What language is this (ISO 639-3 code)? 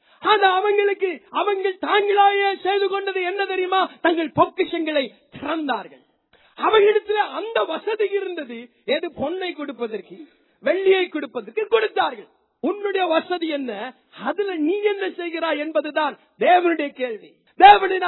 tam